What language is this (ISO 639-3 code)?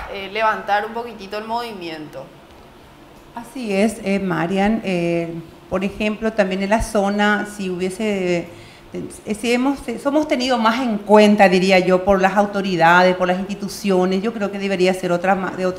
spa